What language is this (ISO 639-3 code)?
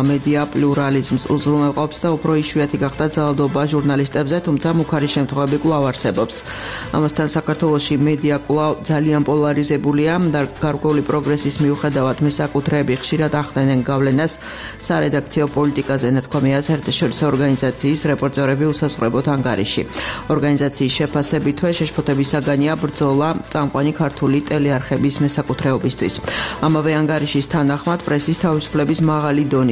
kat